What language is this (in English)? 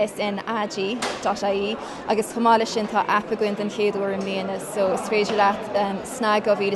Irish